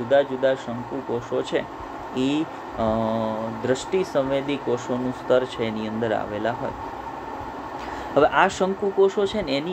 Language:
Gujarati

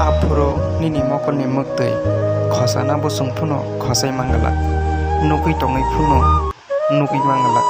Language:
Kok Borok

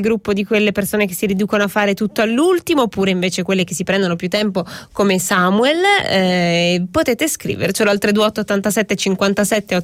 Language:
Italian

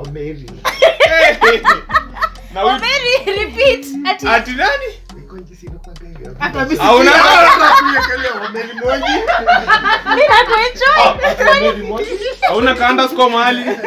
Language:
Swahili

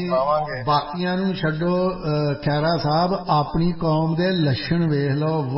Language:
Punjabi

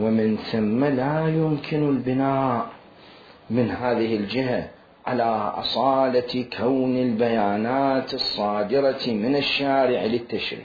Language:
Mesopotamian Arabic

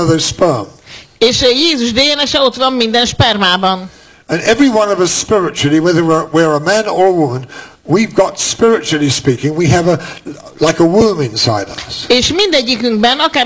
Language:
Hungarian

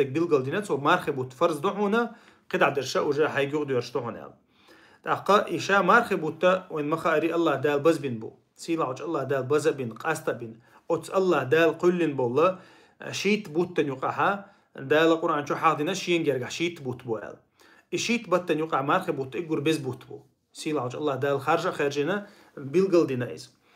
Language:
Chechen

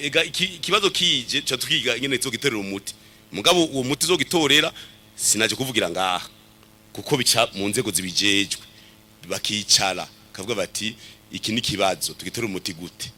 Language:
Rundi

